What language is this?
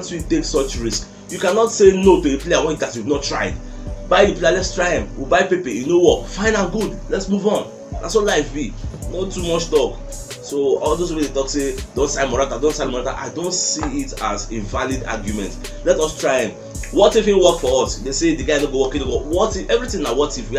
Nigerian Pidgin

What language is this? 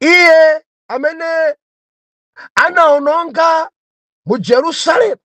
Nyanja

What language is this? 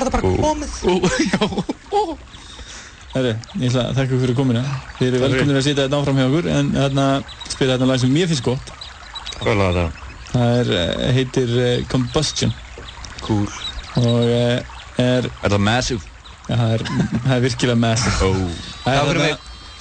Icelandic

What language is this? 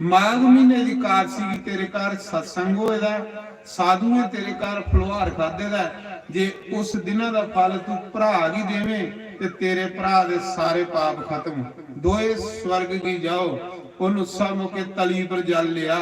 Dogri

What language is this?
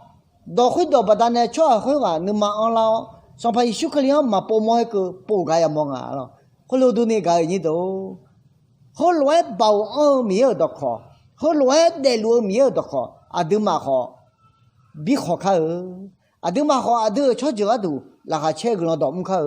Akha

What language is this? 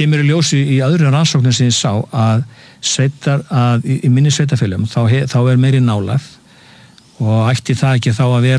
Icelandic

